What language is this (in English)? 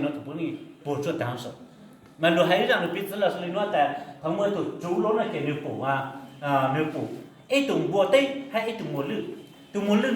Hmong